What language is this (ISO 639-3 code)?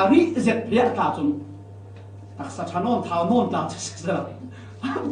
cfm